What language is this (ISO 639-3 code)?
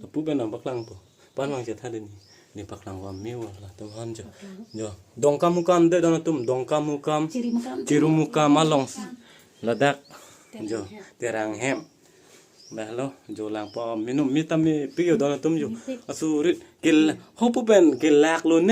mjw